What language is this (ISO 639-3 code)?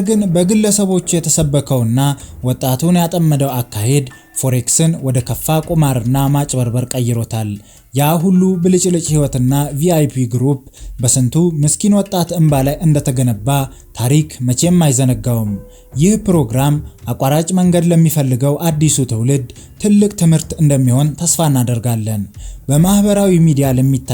amh